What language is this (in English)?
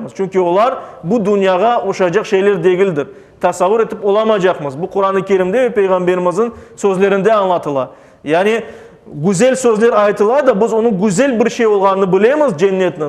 Crimean Tatar